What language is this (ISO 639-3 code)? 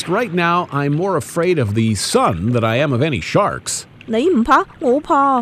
yue